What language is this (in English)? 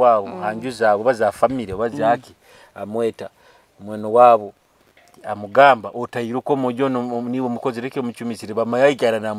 Nyoro